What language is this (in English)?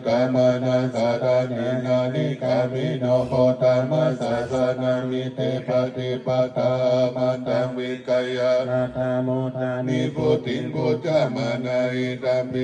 Pali